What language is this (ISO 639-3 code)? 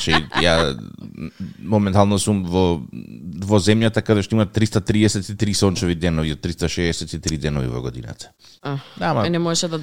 mkd